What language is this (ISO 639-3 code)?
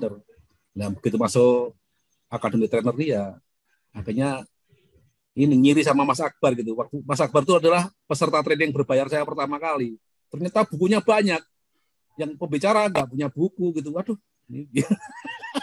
ind